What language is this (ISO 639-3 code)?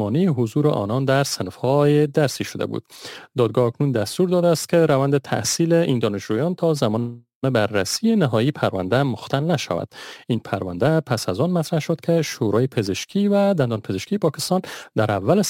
fas